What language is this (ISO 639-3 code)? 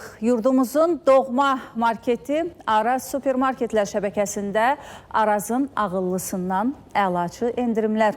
aze